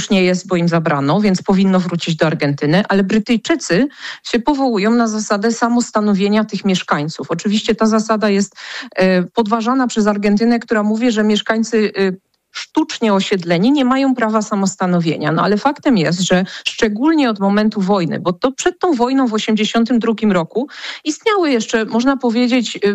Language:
Polish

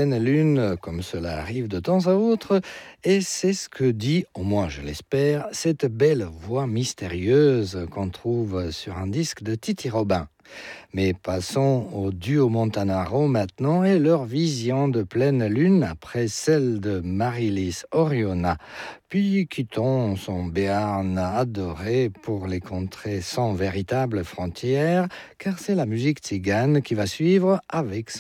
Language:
French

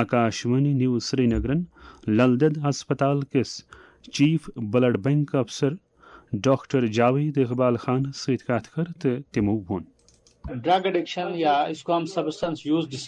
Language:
Kashmiri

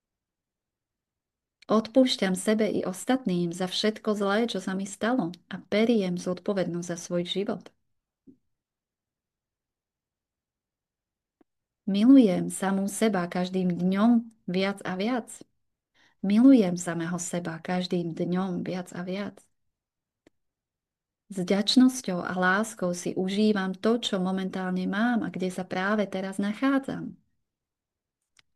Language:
Slovak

